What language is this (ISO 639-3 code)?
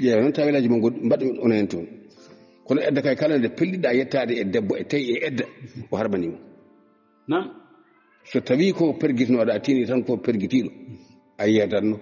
ful